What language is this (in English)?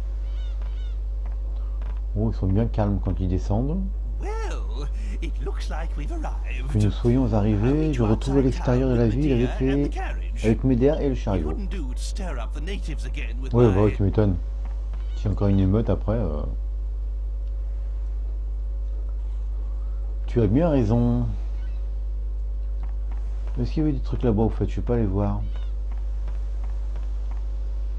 French